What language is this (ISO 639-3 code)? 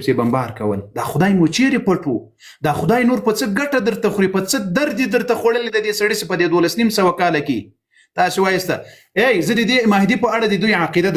pus